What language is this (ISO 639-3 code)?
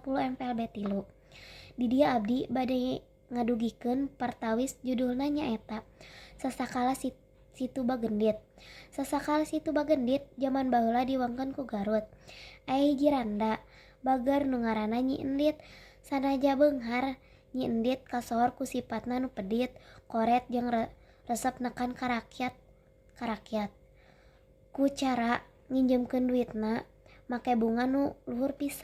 sun